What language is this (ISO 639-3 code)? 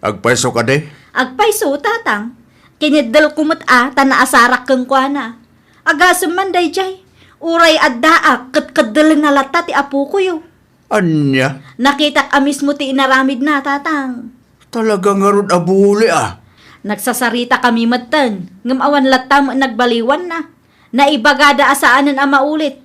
ilo